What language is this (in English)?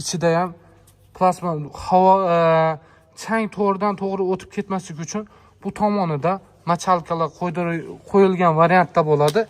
Uzbek